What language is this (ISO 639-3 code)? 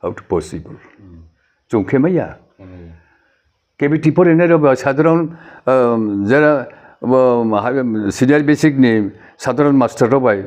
ria